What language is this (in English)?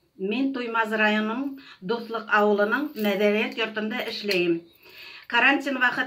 Bashkir